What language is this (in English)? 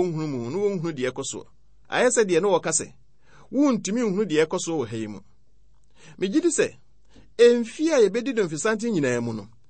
Akan